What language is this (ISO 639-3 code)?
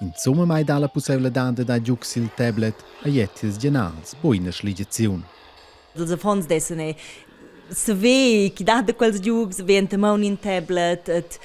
roh